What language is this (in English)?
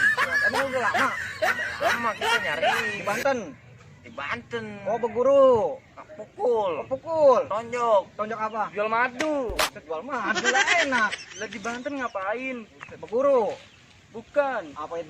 Betawi